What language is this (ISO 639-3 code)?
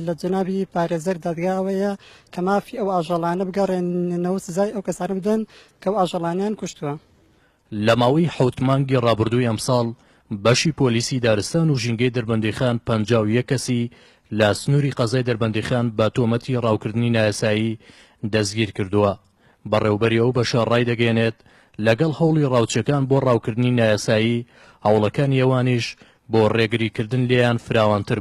ckb